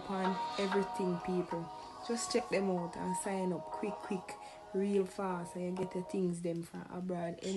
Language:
Jamaican Creole English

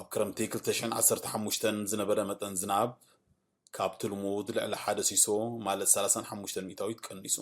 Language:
Tigrinya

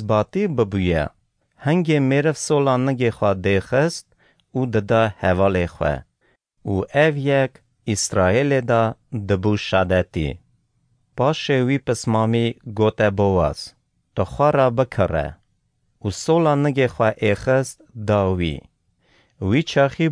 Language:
Kurdish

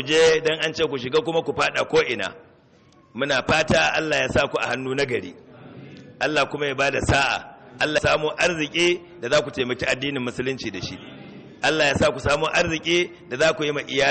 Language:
Hausa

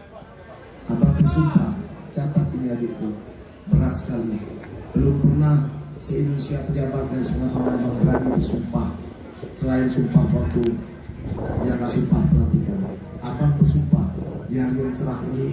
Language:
Indonesian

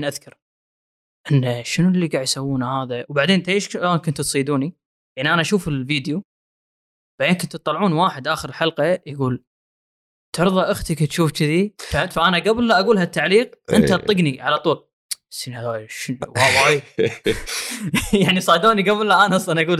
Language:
Gulf Arabic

